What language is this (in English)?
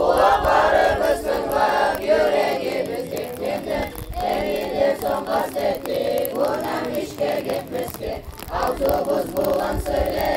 Kumyk